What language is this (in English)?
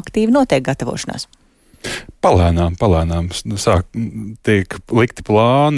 Latvian